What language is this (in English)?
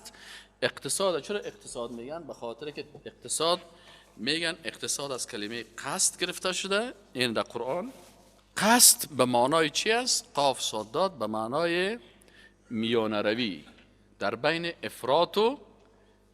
Persian